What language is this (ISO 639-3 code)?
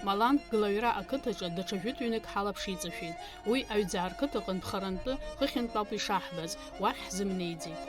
abk